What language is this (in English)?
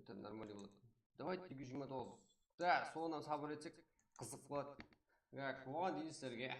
Kara-Kalpak